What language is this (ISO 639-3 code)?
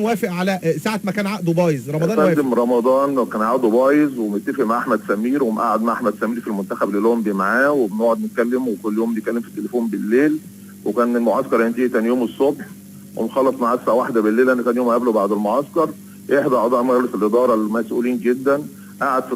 arz